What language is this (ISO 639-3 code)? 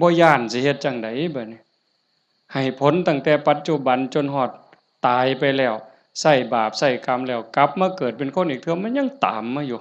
tts